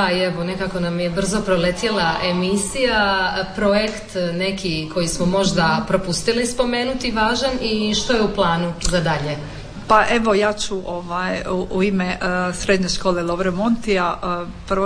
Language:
Croatian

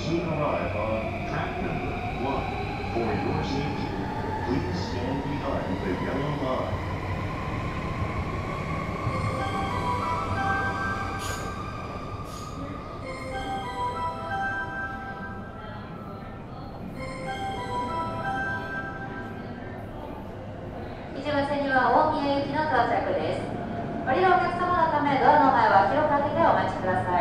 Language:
Japanese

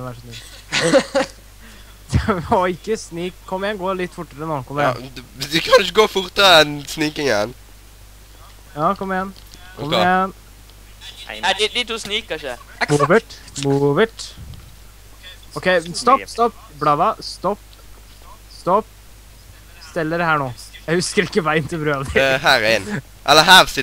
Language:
Norwegian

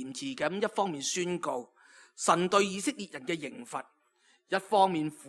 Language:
Cantonese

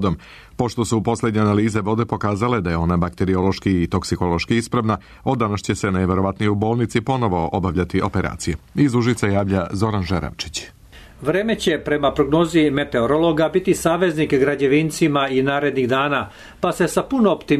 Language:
Serbian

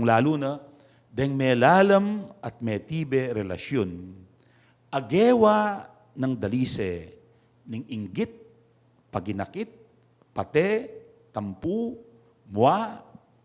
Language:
Pampanga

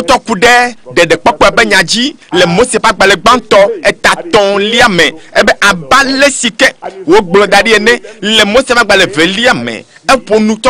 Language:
Ewe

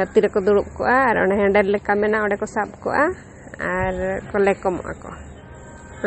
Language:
Santali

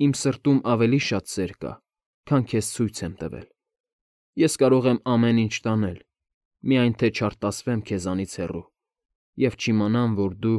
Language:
Armenian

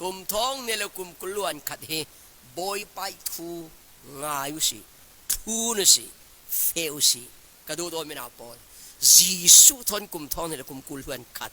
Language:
Falam Chin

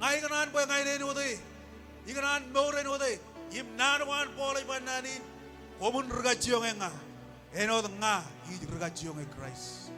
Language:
Marshallese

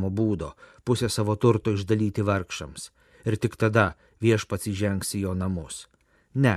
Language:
Lithuanian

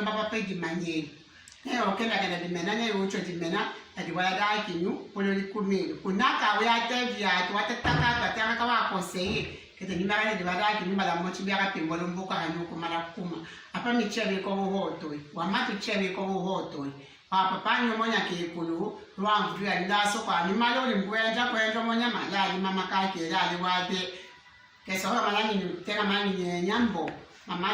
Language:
Tetela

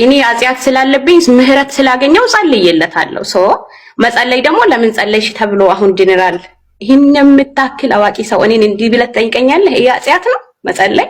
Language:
Amharic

